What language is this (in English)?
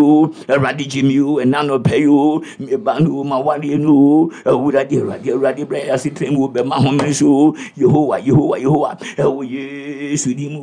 Akan